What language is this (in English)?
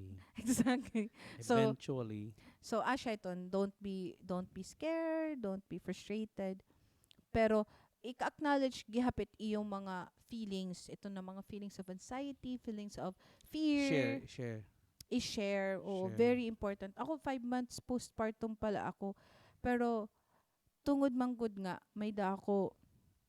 Waray